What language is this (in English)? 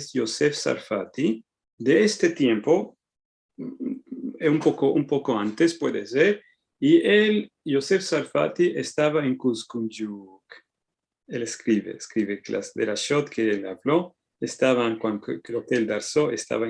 Ladino